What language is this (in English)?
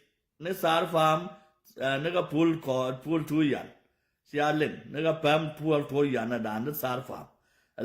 Nuer